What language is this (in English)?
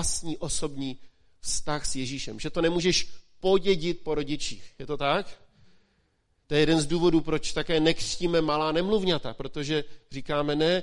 Czech